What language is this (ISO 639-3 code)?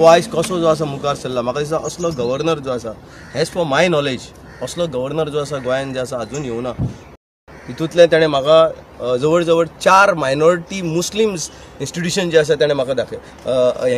kok